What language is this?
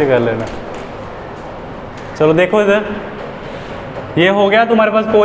Hindi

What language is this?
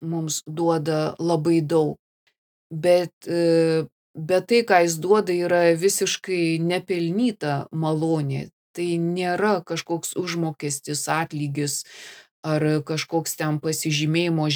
Lithuanian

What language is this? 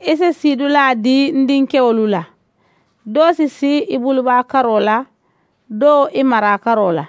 Mandingo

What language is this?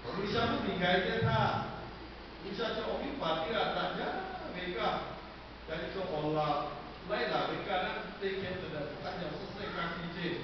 Lahu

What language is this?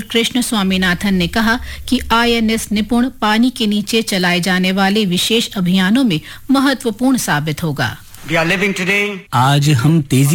Hindi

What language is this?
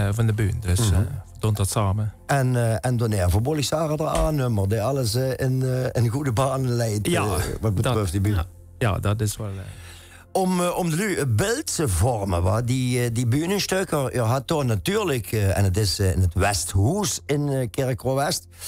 Limburgish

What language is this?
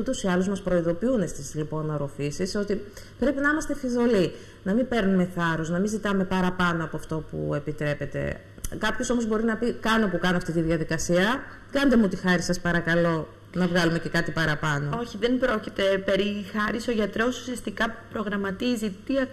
Greek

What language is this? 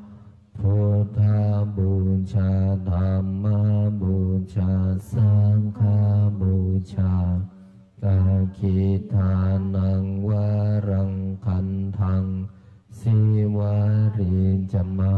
Pali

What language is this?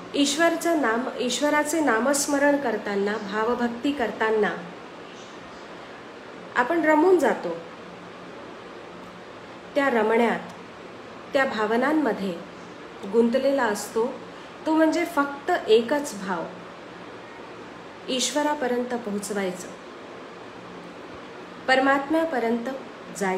Marathi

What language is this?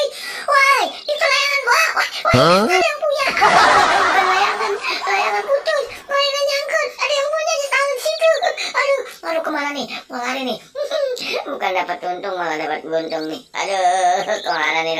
Betawi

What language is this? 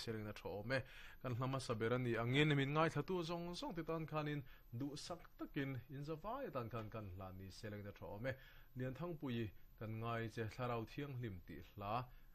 Mizo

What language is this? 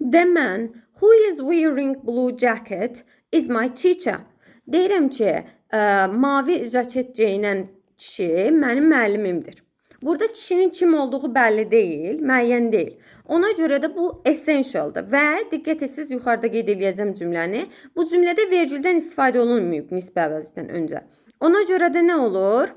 Azerbaijani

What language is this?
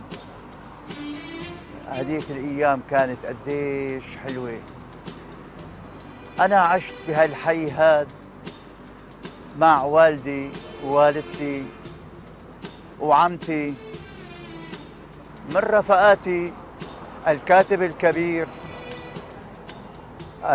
North Levantine Arabic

